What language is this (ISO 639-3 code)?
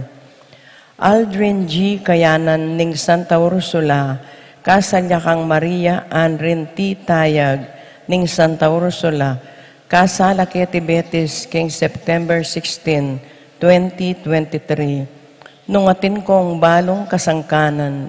pam